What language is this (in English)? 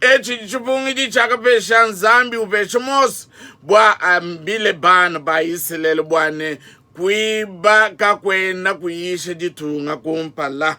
Luba-Lulua